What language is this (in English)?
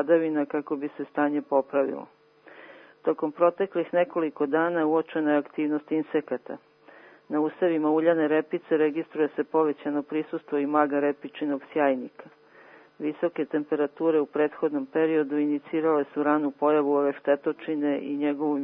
Serbian